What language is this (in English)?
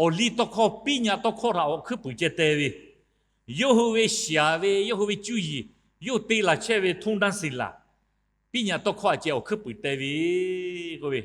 Lahu